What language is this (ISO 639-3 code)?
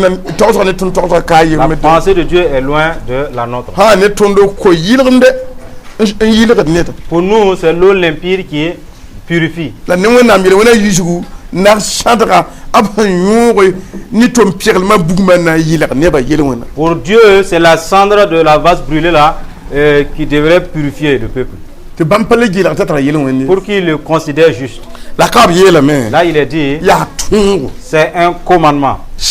mos